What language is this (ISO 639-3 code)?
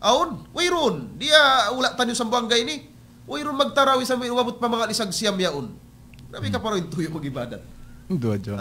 tsg